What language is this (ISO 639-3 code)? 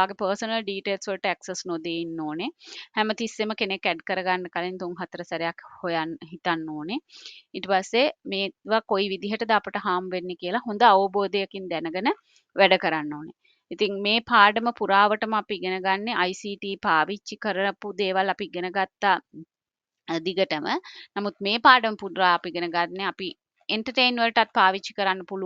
sin